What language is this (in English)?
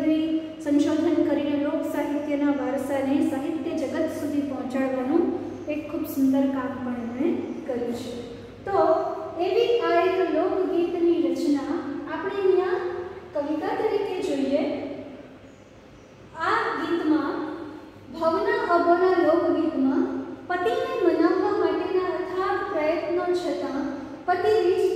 Gujarati